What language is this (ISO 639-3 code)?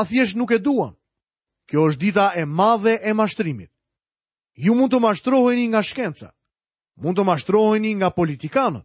sqi